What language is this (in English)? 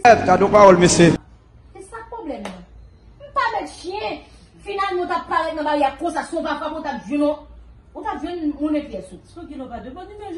Haitian Creole